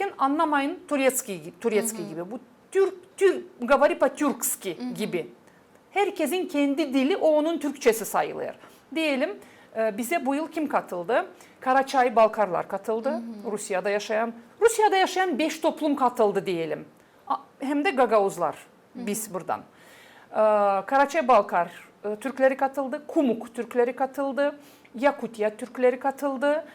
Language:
Gagauz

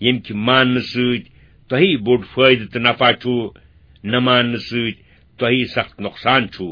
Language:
Kashmiri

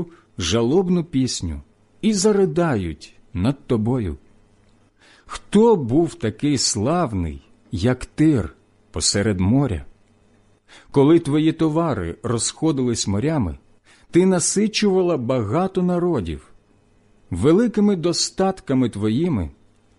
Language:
Ukrainian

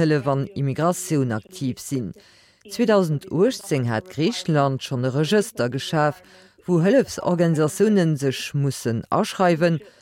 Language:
Luxembourgish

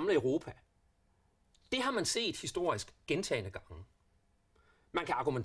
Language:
Danish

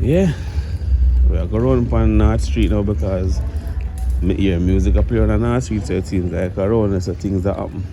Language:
Jamaican Creole English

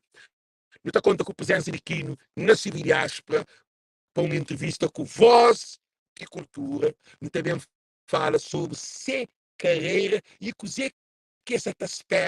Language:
Kabuverdianu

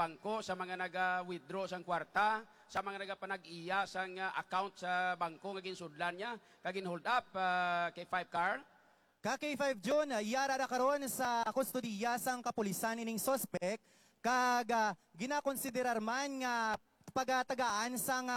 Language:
Hiligaynon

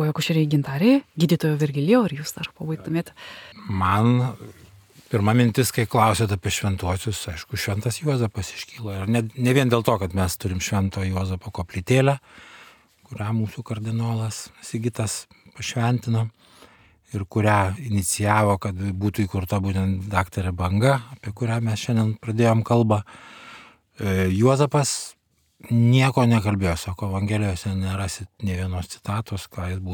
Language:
Lithuanian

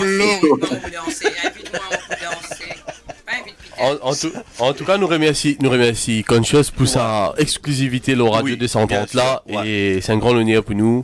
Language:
Morisyen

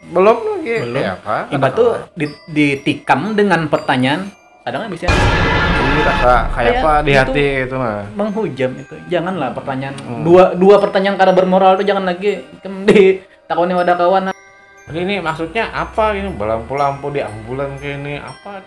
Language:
Banjar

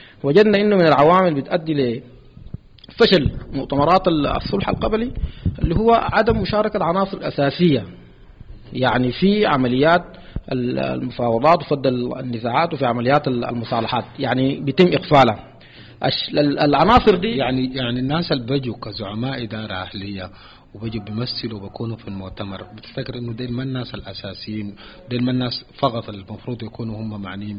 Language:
Sudanese Arabic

